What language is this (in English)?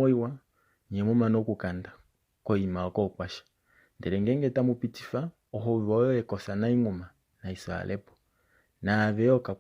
Kuanyama